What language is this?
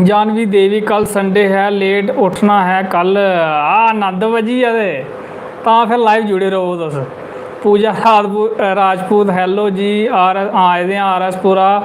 Dogri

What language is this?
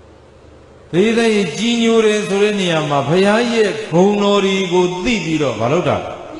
Burmese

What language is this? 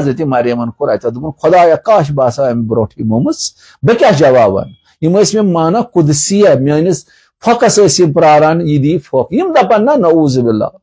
Kashmiri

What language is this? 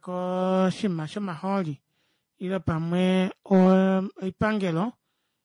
Kuanyama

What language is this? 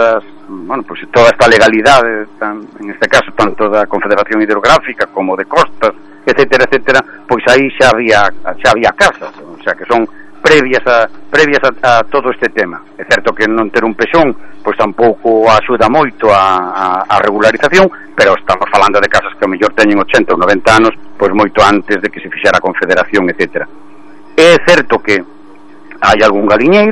Galician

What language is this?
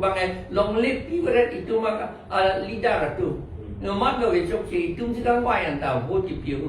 Karbi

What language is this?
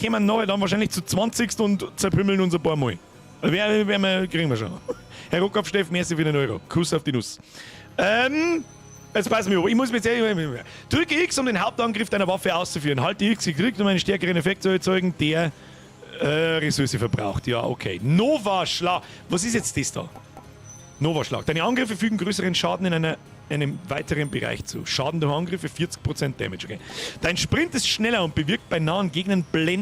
Bavarian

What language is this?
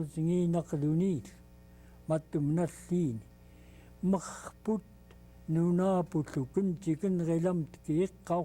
Central Yupik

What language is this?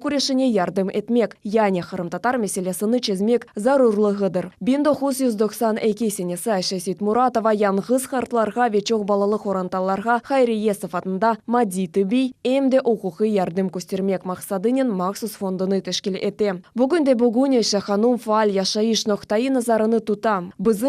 Crimean Tatar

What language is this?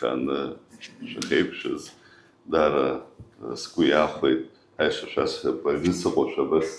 Abkhazian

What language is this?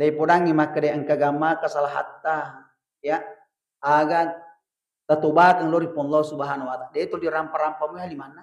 Buginese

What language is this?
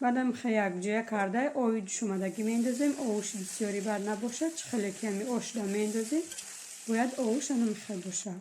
Tajik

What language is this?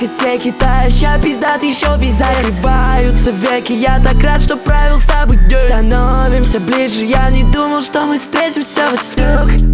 Russian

